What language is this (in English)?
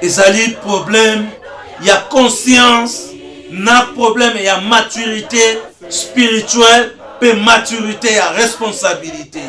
Lingala